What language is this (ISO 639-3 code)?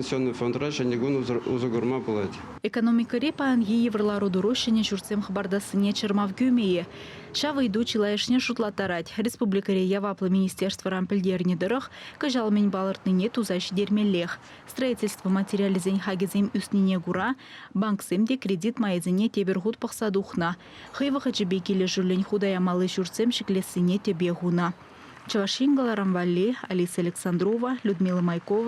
chv